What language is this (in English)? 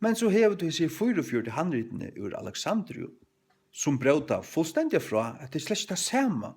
Faroese